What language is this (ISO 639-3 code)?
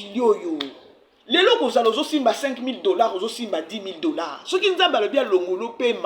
lin